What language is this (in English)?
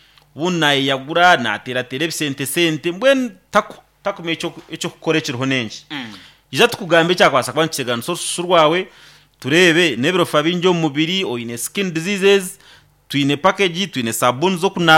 Nyankole